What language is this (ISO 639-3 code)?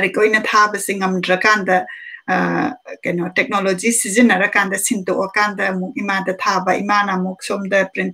mni